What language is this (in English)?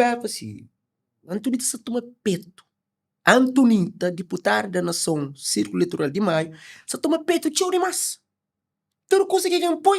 Kabuverdianu